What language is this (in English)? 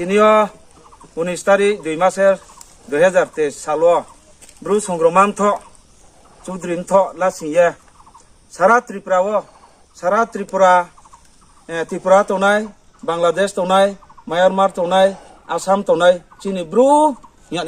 Riang (India)